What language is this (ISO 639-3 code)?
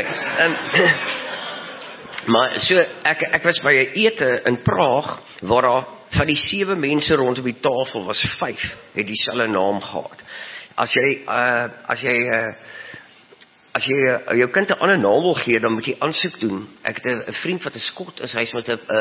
afr